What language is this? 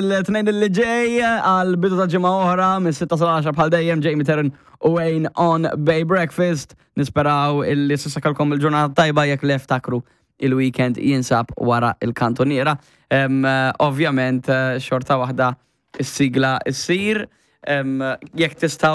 Maltese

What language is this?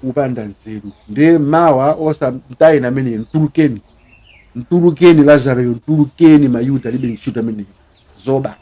Nyanja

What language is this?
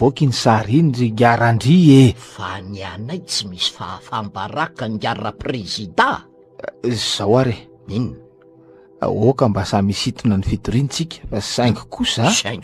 Malagasy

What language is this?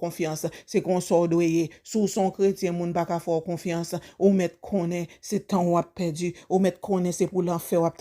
Haitian Creole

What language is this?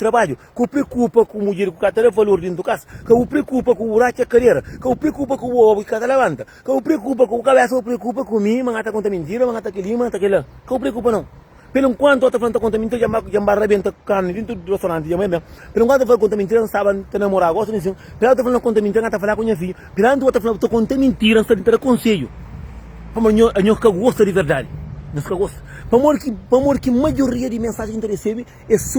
Kabuverdianu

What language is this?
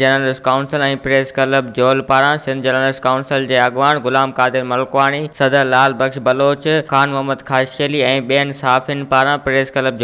Sindhi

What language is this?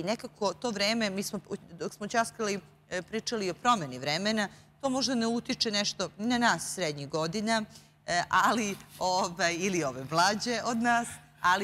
Serbian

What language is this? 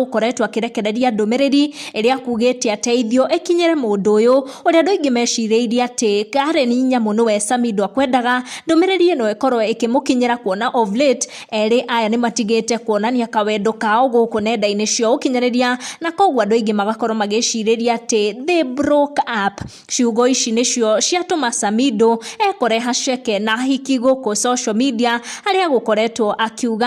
Kikuyu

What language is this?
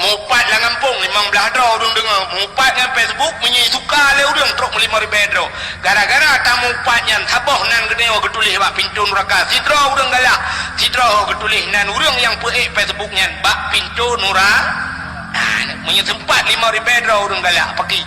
Achinese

